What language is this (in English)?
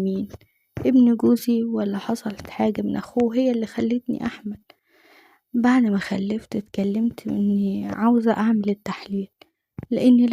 Egyptian Arabic